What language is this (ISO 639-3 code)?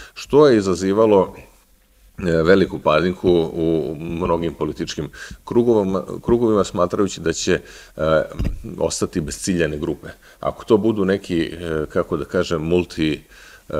srp